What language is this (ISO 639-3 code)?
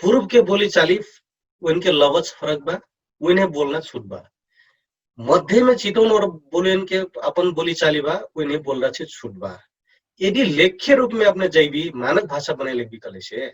thl